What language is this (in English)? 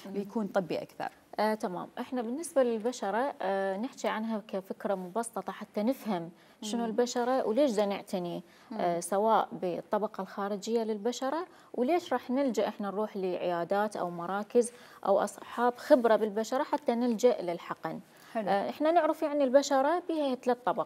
Mesopotamian Arabic